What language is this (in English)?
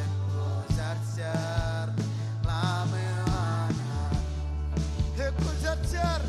Marshallese